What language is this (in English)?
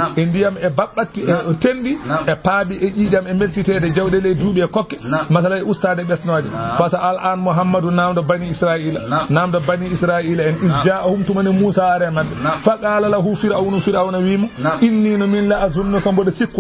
Fula